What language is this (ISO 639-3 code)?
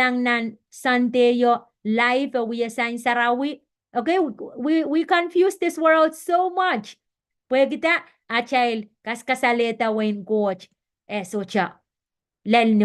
pon